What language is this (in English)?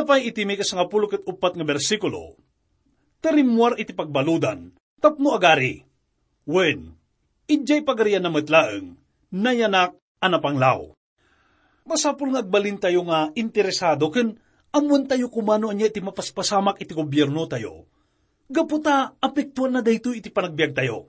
Iloko